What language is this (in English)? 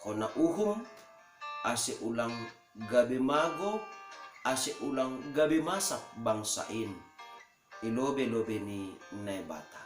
Batak Simalungun